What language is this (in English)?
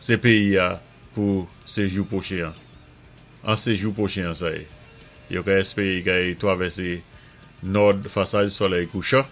Saint Lucian Creole French